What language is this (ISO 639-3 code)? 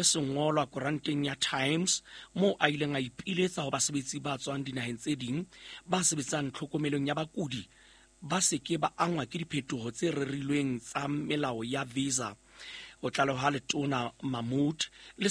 sot